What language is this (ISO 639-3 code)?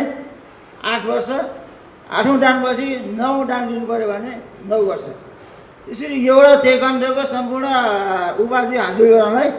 nep